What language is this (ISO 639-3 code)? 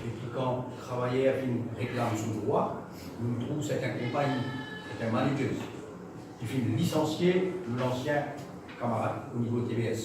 mfe